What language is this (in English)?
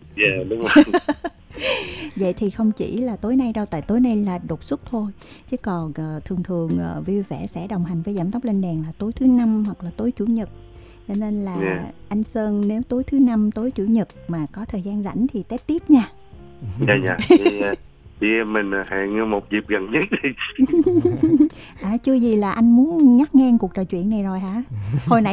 Vietnamese